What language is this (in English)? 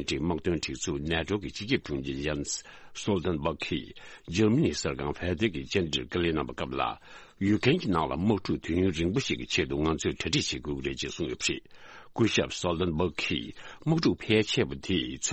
Tibetan